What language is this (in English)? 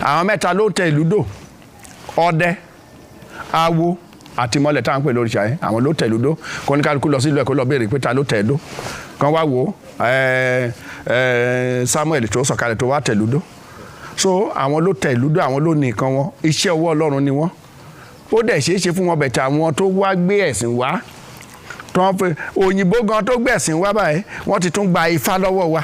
Yoruba